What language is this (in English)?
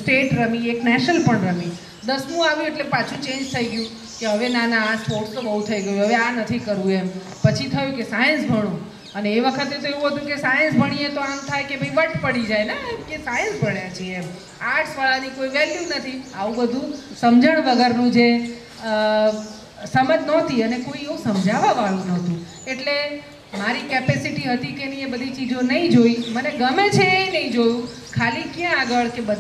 Gujarati